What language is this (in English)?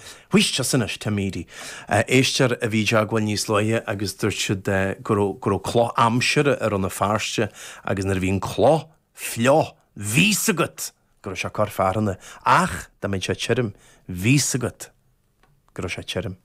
Irish